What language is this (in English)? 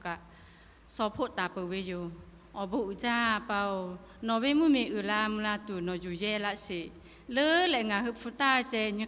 Lahu